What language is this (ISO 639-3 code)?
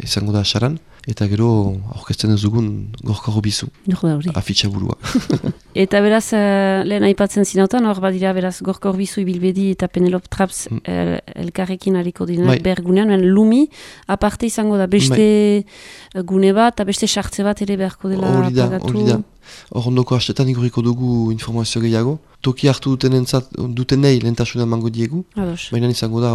eus